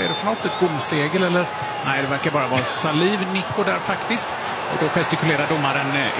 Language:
Swedish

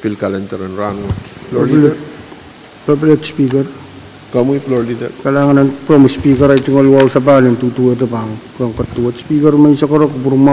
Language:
Pohnpeian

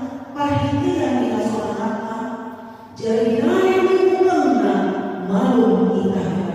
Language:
Batak Toba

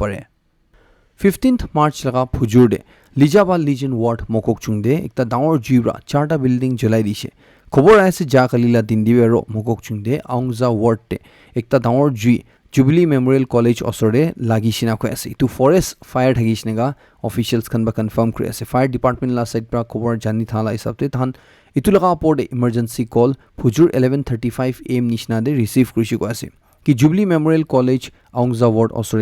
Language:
Naga Pidgin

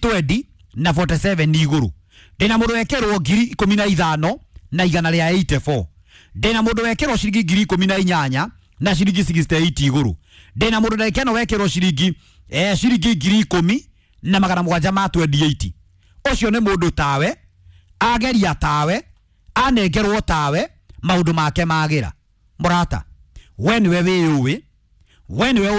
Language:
Kikuyu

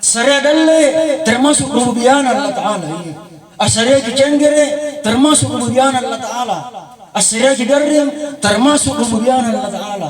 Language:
Makasar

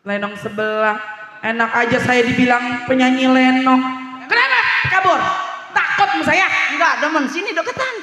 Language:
Betawi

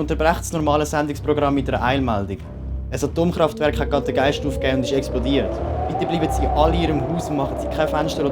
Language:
Swiss German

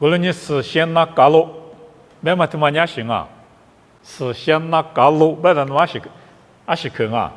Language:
Lisu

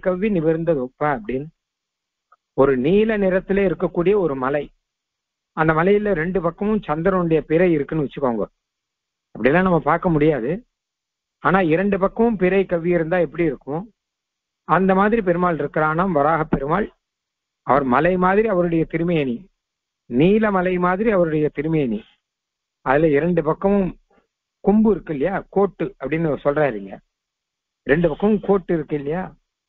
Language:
Tamil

